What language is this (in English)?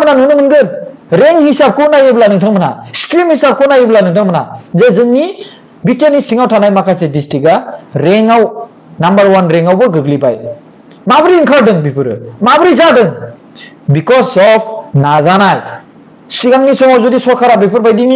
Bodo